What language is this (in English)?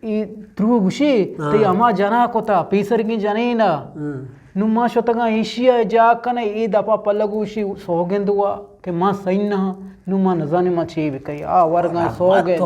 Eastern Balochi